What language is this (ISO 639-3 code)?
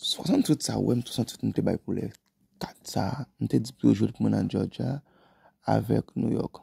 hat